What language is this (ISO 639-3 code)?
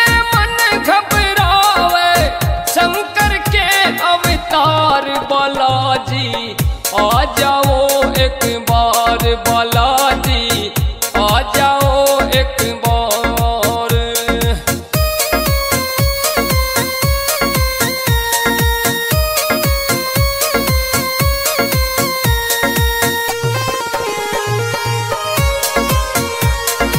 bgc